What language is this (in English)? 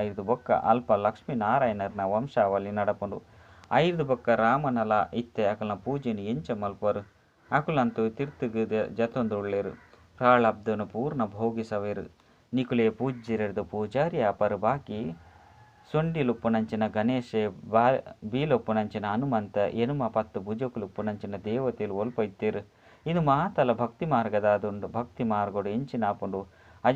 Tulu